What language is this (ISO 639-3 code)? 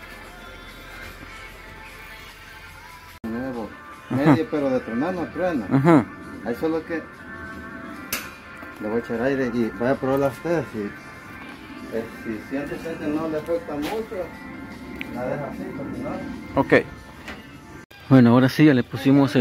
spa